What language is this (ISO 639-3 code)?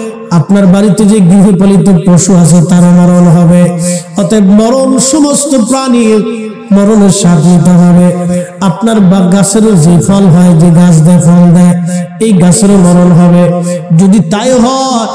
ben